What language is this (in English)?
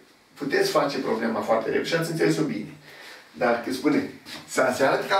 Romanian